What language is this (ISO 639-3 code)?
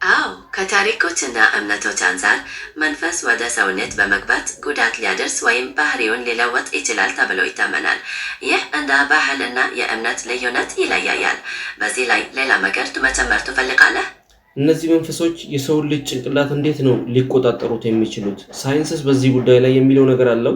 amh